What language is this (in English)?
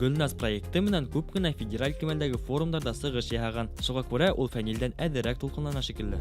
Bashkir